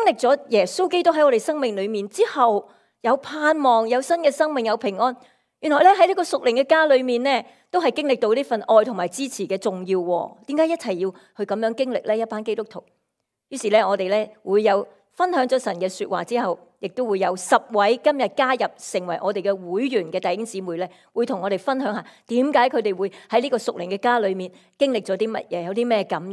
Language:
Cantonese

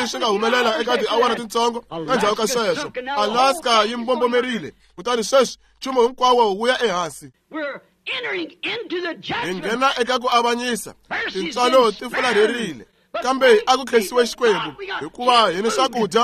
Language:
Tsonga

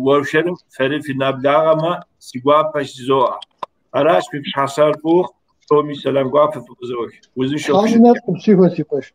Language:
Kabardian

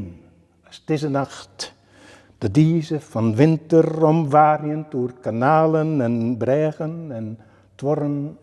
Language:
Western Frisian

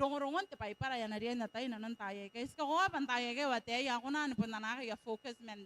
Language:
Gilbertese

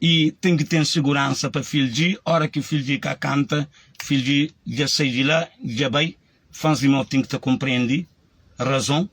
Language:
Kabuverdianu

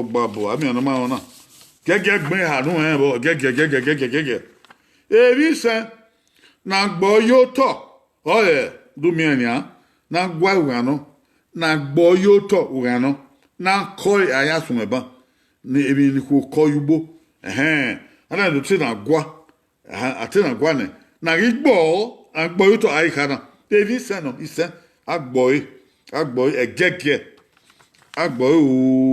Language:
Bini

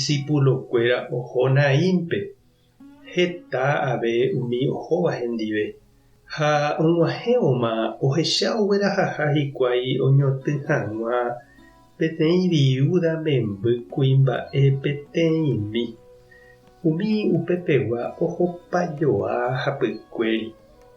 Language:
Guarani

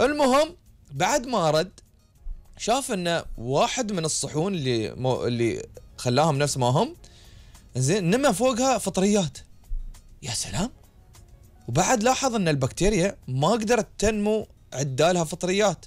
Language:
Gulf Arabic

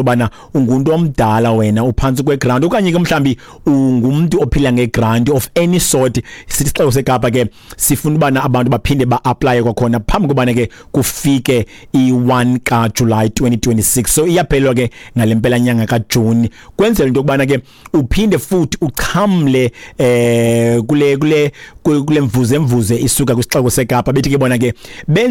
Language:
Xhosa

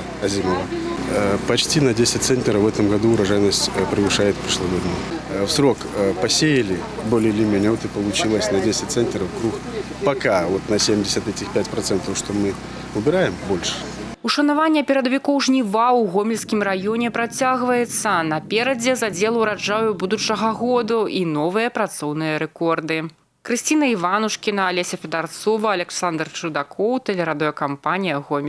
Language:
Belarusian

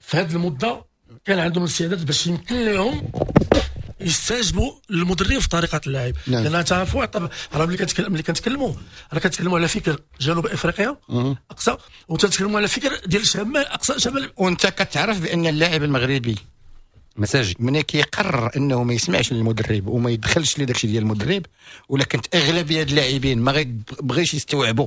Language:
Moroccan Arabic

